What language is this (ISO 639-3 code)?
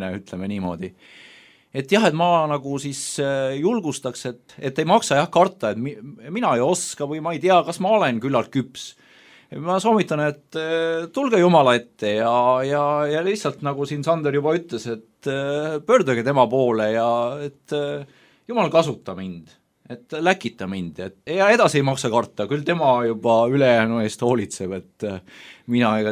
est